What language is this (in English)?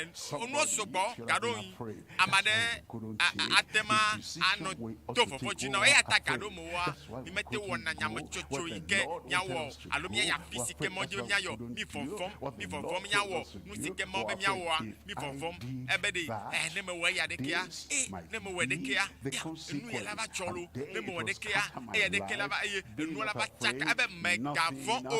Ewe